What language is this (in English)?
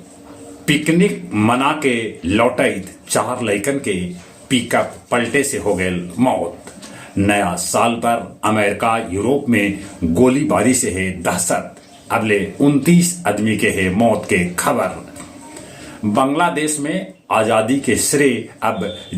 Magahi